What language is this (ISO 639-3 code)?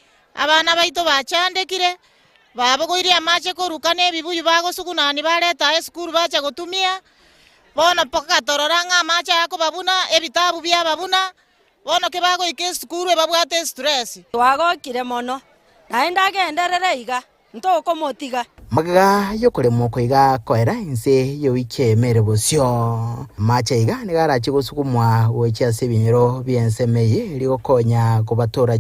guz